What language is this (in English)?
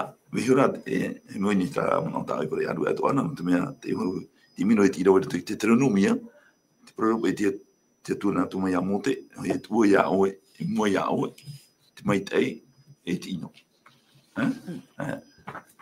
Tahitian